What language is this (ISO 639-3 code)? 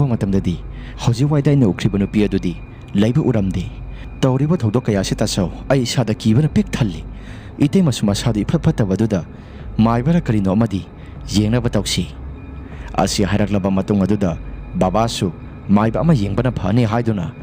mni